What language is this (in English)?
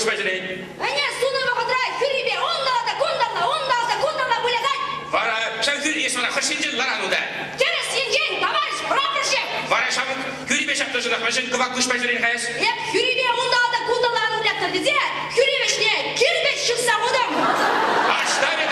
Chuvash